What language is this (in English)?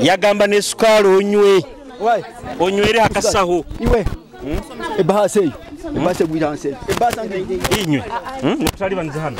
Nyoro